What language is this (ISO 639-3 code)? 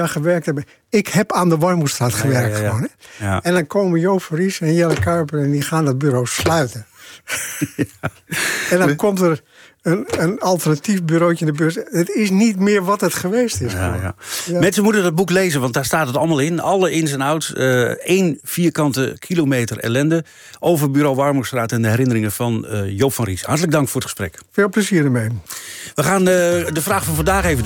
nld